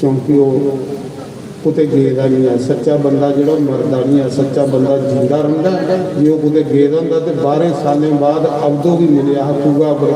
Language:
Dogri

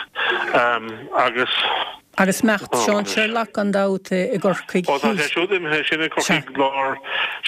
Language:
Irish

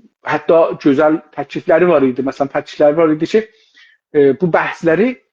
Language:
South Azerbaijani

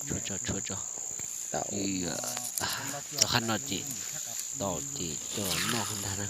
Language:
Hmong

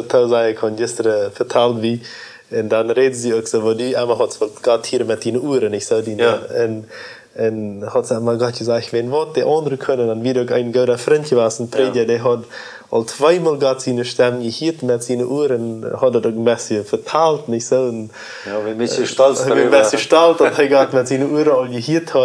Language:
Plautdietsch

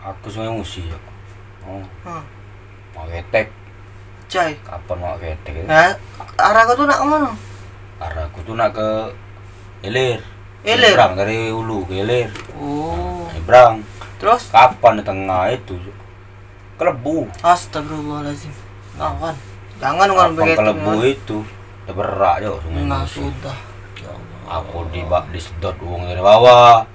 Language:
Musi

